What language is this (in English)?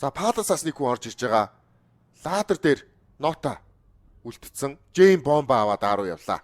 Mongolian